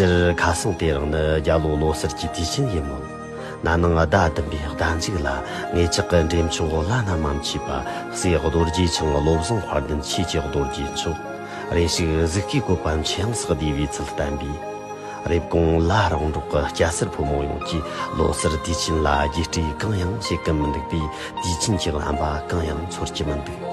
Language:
Tibetan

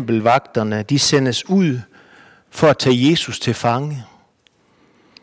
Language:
Danish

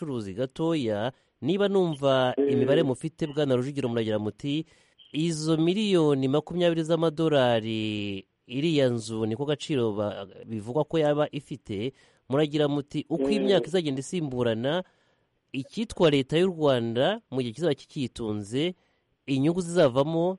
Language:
Kinyarwanda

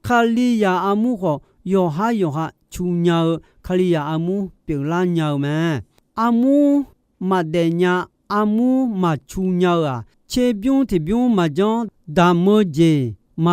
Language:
Akha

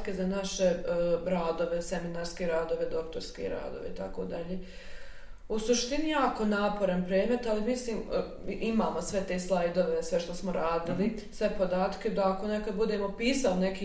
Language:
Bosnian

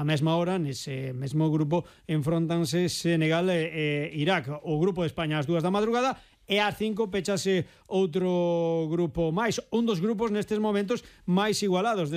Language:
Galician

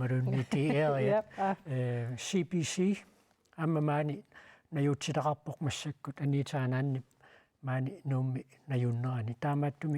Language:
Kalaallisut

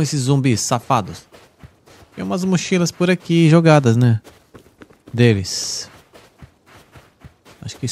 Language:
Portuguese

